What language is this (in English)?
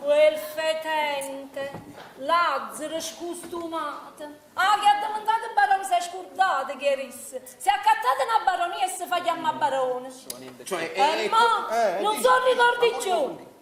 Neapolitan